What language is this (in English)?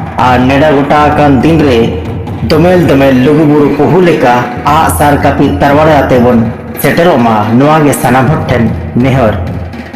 Santali